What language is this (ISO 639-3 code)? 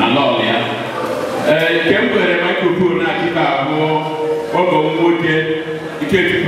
ibo